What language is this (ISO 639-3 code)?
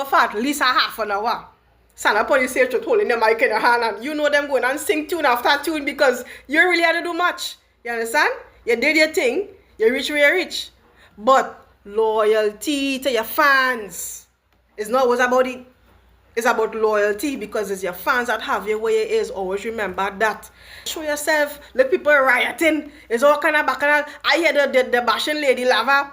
jam